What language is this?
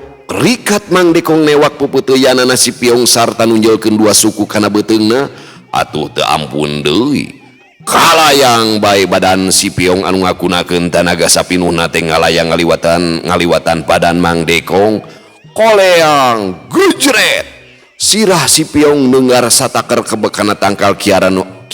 Sundanese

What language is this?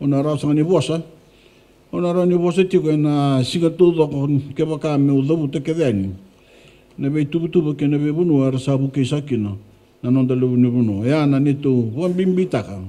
Fijian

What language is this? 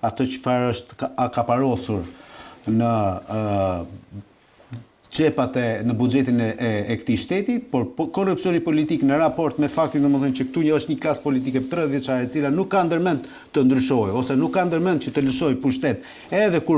Albanian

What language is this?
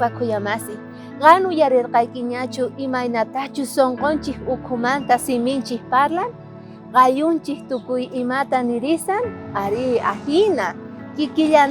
South Bolivian Quechua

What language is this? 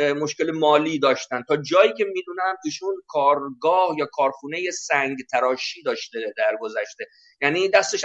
Persian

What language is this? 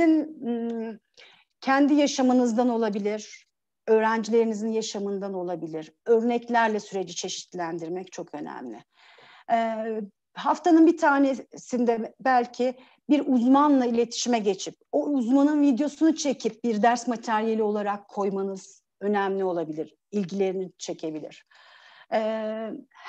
Turkish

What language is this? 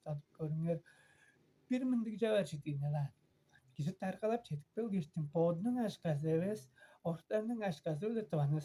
Tuvinian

